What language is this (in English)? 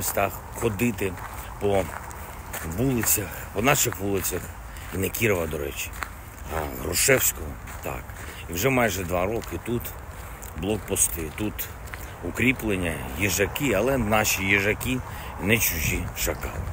Ukrainian